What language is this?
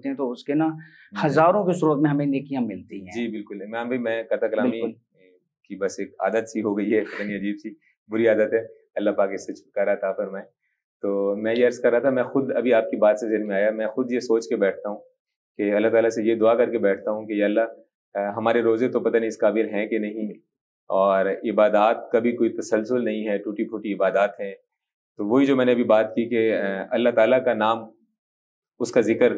Urdu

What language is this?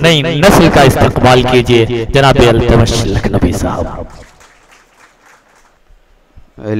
Hindi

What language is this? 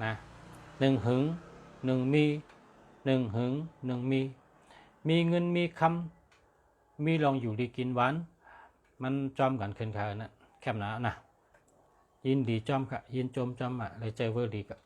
Shan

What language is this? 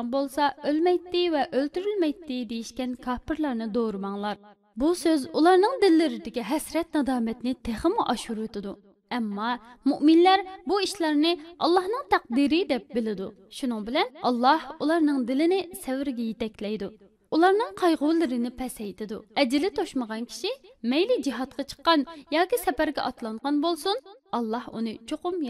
Uyghur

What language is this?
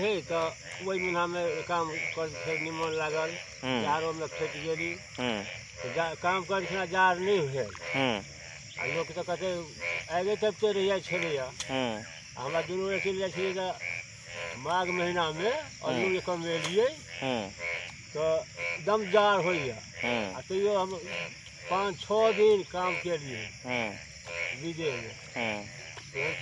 Magahi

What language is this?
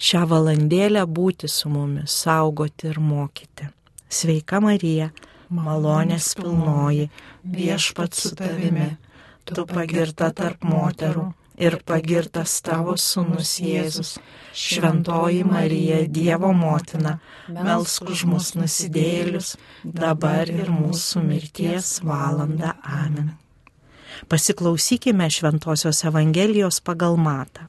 Lithuanian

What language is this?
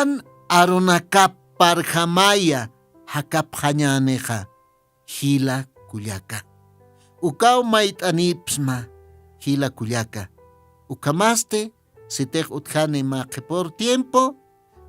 Aymara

